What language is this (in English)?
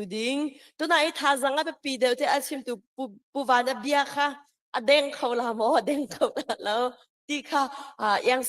Hakha Chin